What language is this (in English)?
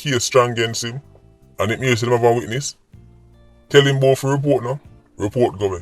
Jamaican Creole English